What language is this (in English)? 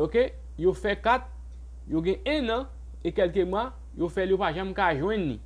Haitian Creole